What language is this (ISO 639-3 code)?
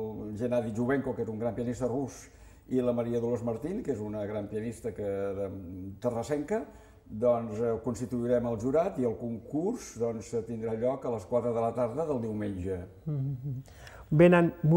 cat